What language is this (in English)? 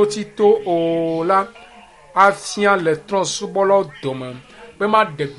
Ewe